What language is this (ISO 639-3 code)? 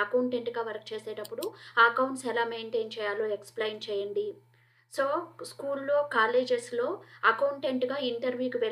tel